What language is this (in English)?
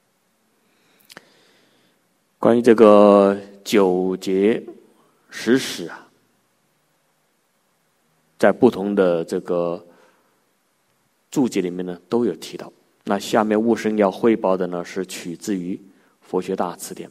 Chinese